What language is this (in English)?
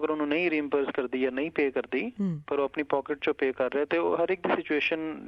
Punjabi